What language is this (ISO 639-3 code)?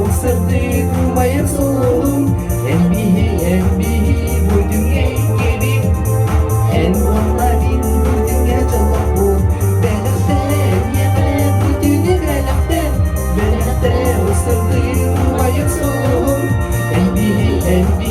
sah